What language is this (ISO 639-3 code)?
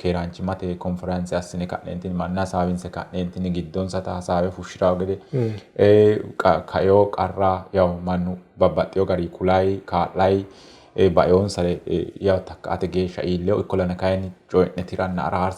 sid